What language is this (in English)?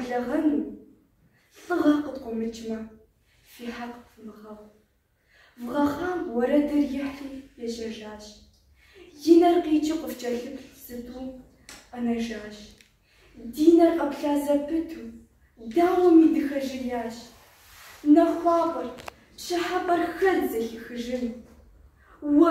Kabardian